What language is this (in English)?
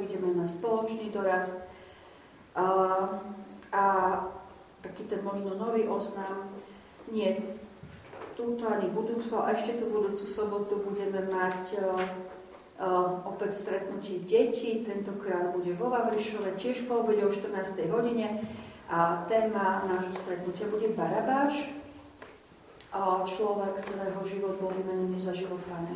Slovak